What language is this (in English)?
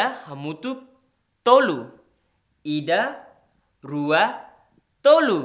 Tetum